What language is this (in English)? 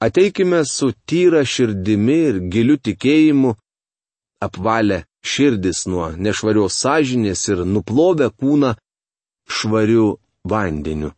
Lithuanian